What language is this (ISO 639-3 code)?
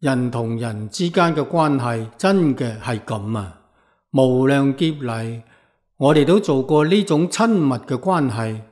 yue